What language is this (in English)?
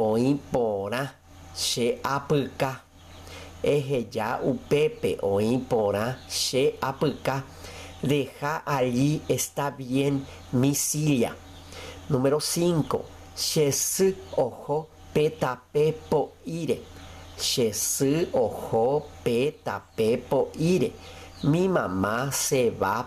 Guarani